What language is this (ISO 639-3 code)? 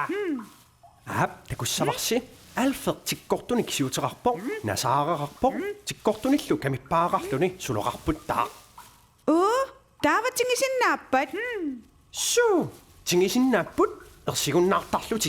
kal